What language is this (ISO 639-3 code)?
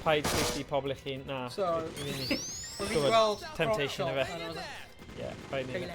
cym